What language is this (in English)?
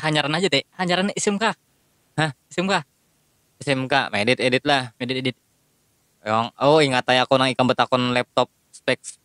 Banjar